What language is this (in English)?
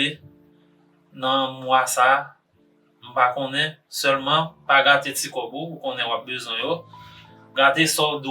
Haitian Creole